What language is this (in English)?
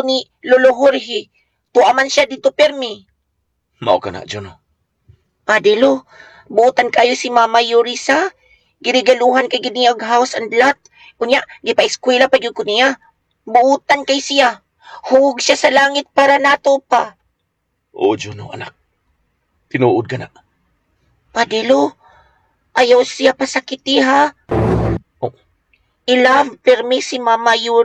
Cebuano